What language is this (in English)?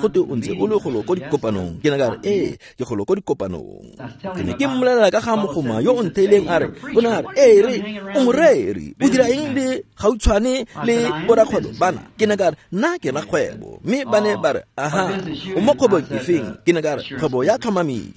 Tswana